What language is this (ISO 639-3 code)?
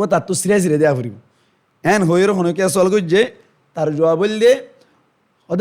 rhg